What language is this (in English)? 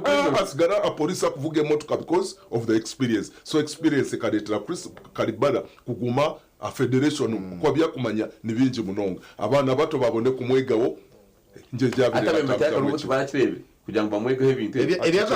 Nyankole